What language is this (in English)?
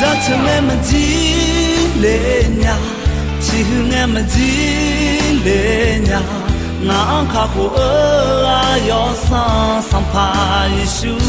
Akha